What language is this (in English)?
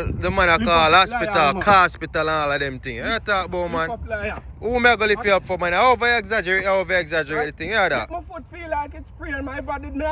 Jamaican Creole English